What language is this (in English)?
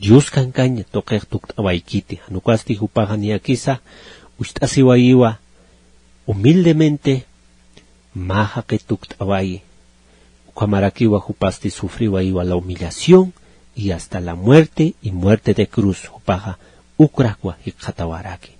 Aymara